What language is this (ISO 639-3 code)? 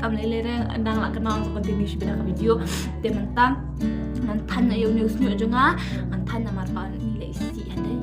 kha